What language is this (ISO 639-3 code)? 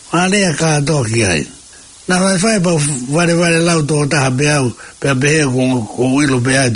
ton